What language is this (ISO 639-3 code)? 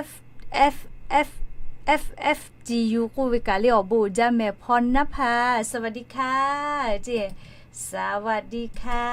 lhu